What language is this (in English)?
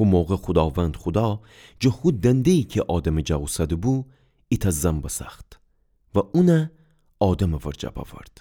Gilaki